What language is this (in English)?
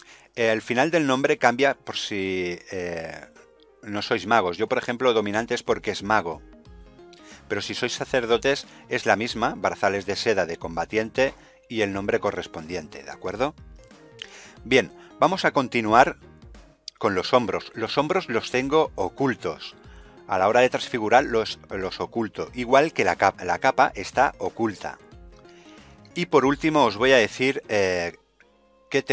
Spanish